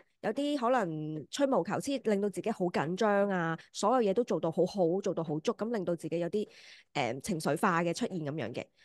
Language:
Cantonese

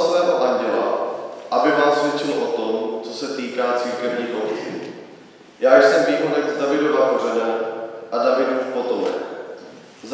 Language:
Czech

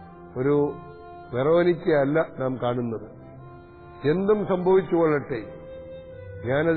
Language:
Malayalam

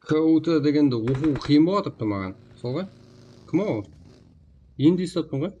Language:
Kara-Kalpak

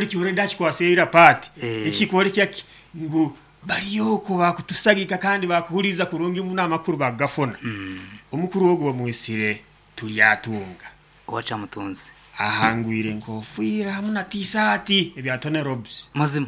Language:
Nyankole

